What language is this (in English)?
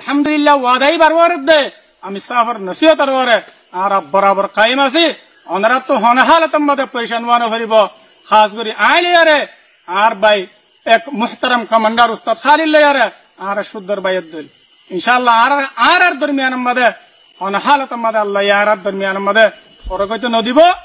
Rohingya